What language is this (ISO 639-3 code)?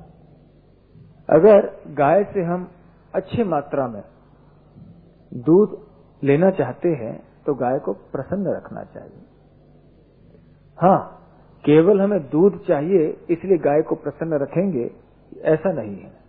hin